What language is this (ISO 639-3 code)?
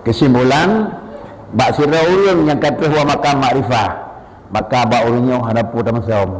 ace